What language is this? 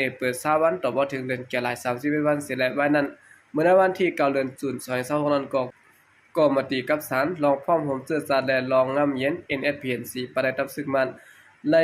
Shan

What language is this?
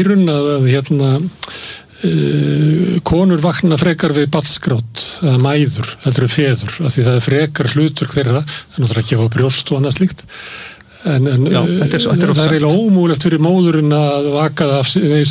Icelandic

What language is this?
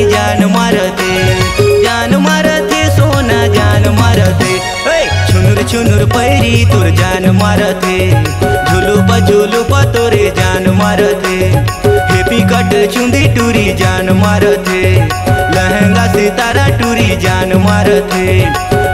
Chhattisgarhi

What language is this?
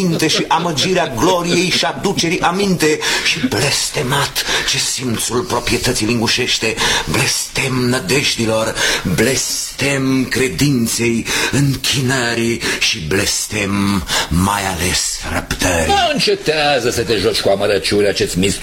Romanian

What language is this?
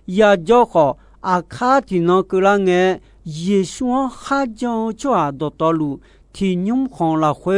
Akha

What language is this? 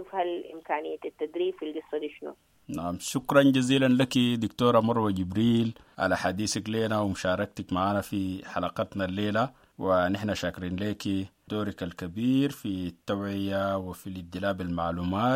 Sudanese Arabic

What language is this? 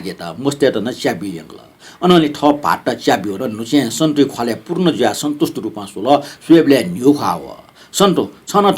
Newari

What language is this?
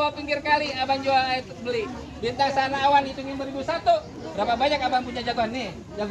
Betawi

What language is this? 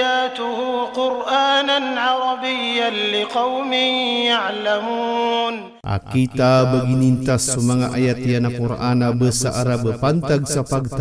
Maranao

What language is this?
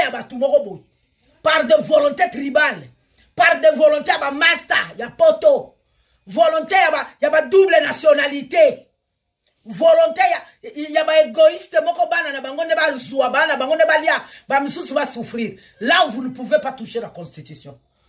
Lingala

